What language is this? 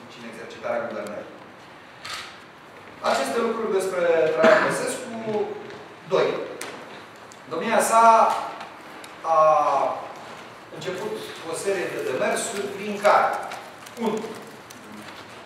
Romanian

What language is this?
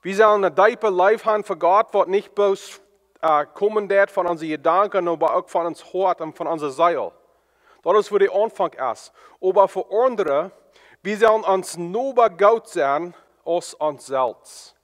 Plautdietsch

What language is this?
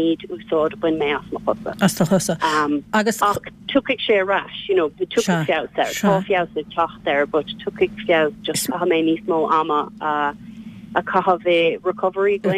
Irish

